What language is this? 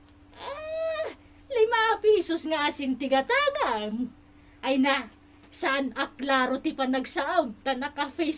Iloko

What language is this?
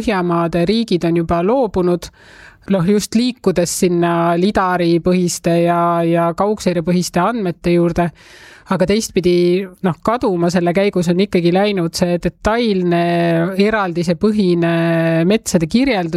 Estonian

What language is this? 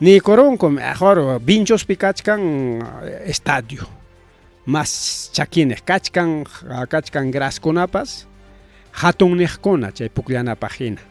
Ayacucho Quechua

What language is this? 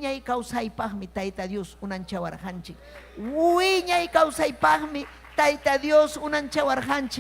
Ayacucho Quechua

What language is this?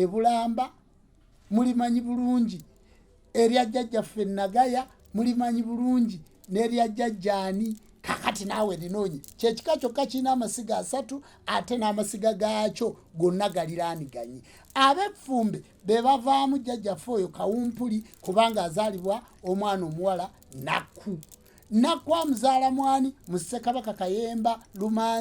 Ganda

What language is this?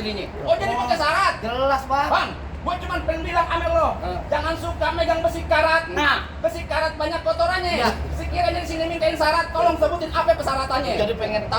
Betawi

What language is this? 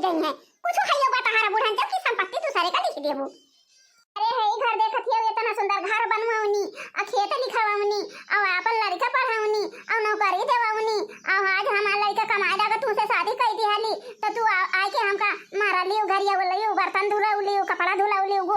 Awadhi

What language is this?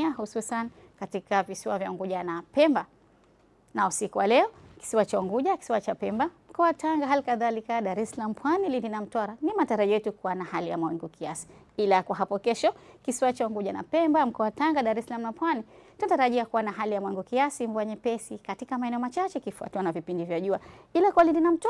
Swahili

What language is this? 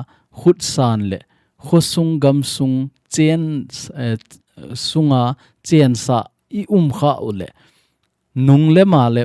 Thado Chin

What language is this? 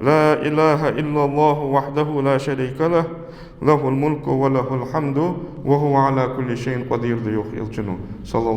Ingush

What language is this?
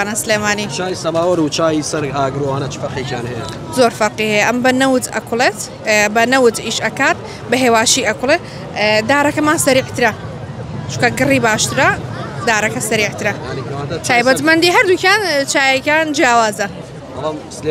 Central Kurdish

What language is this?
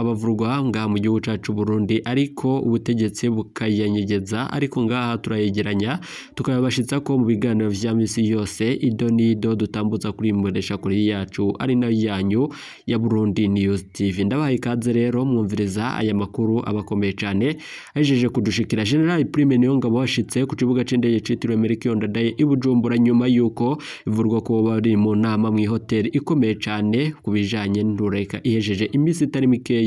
Rundi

